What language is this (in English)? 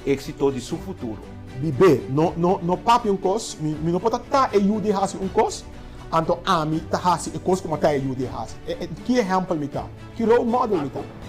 Papiamento